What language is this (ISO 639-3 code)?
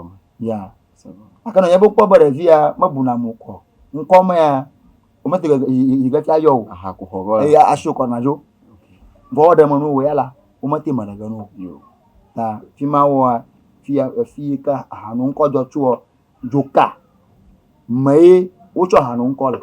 ewe